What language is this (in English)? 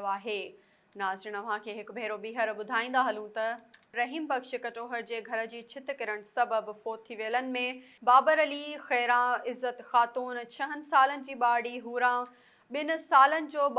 Sindhi